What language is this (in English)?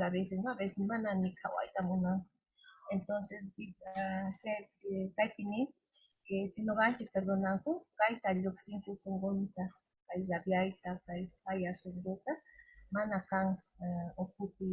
Quechua